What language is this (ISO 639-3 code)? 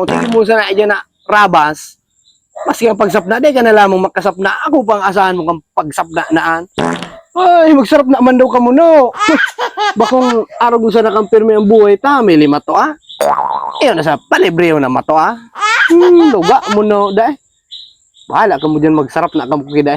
bik